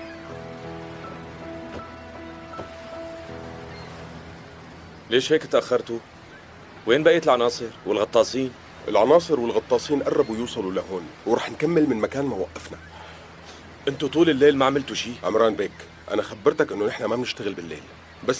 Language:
North Levantine Arabic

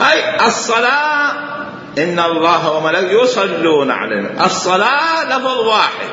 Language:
Mesopotamian Arabic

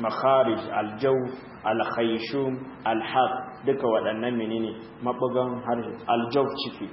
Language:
Hausa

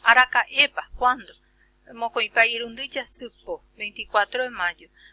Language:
Guarani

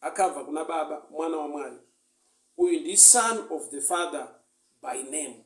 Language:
Shona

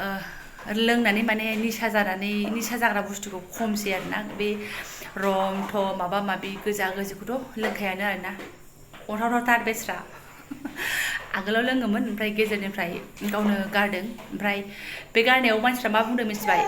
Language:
Bodo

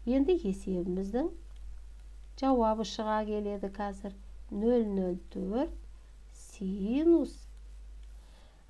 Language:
Kazakh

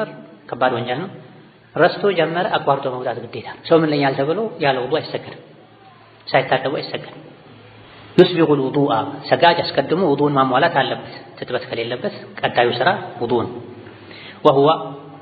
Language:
Amharic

